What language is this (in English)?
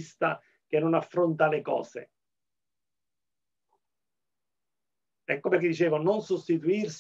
Italian